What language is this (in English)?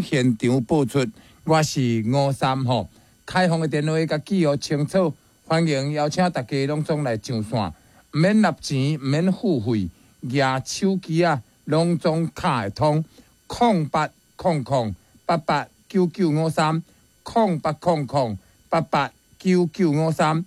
Min Nan Chinese